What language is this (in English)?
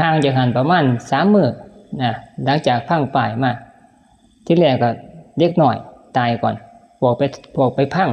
Northeastern Thai